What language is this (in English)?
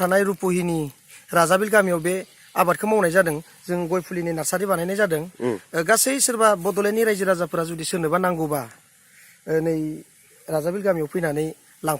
Bodo